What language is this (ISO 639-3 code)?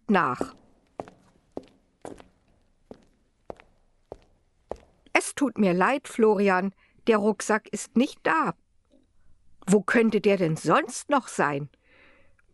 deu